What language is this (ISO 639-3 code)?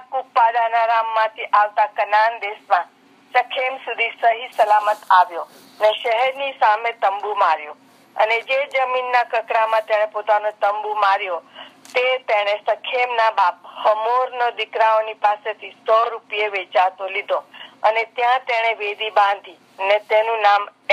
guj